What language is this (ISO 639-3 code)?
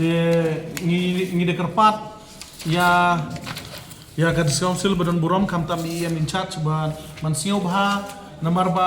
kha